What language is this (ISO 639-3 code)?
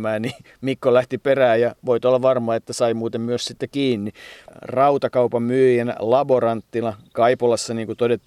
fin